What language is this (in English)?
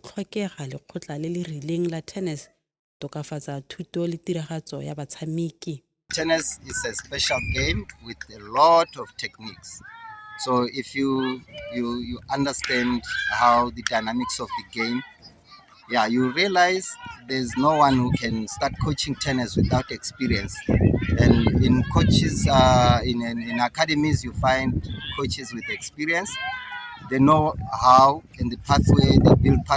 Tswana